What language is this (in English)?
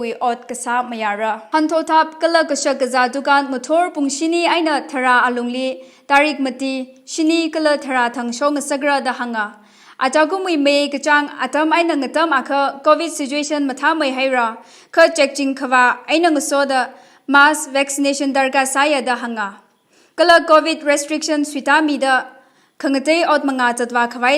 Tangkhul Naga (India)